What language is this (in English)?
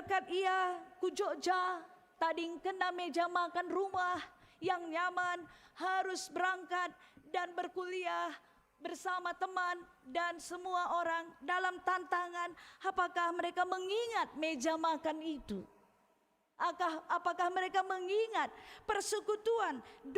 Batak Karo